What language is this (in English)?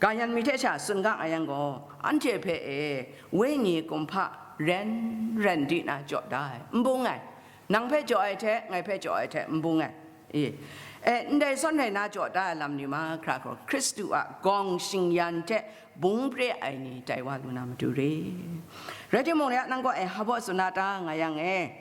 Kachin